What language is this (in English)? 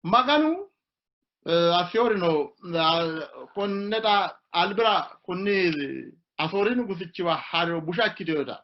Sidamo